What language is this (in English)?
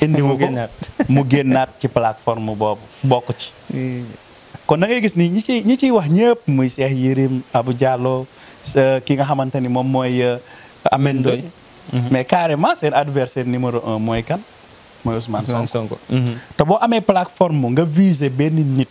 Wolof